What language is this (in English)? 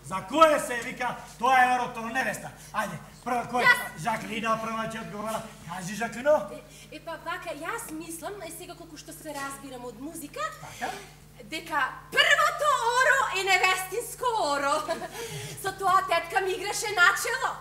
Macedonian